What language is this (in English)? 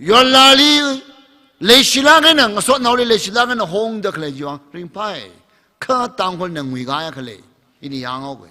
Tangkhul Naga (India)